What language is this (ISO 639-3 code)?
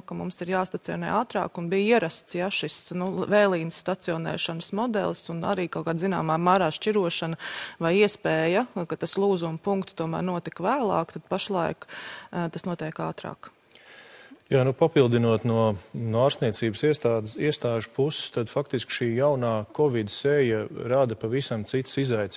lav